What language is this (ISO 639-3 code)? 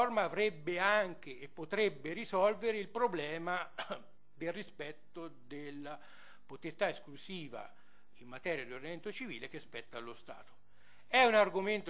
ita